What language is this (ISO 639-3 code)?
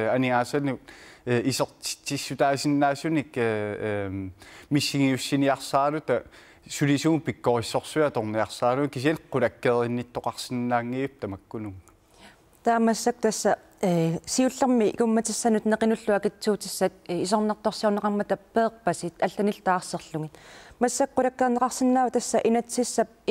kal